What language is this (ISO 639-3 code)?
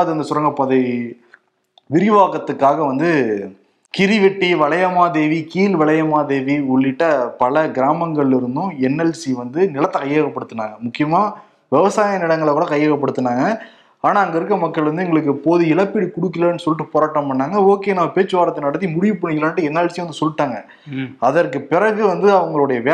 tam